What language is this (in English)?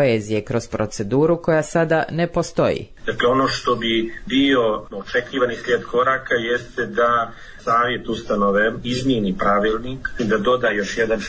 Bosnian